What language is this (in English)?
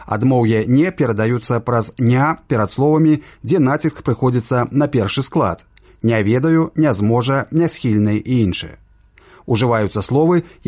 Belarusian